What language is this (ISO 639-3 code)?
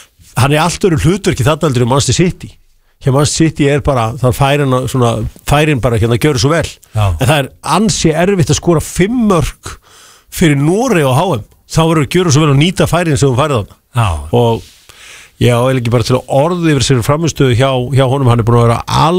isl